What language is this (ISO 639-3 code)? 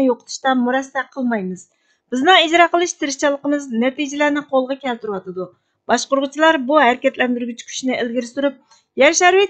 uig